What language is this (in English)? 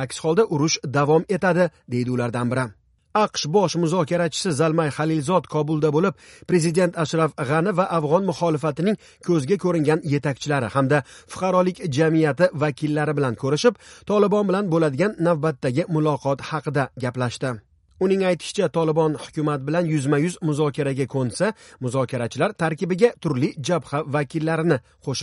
Uzbek